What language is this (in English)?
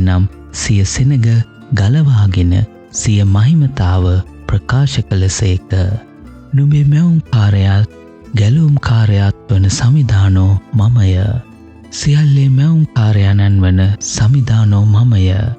Sinhala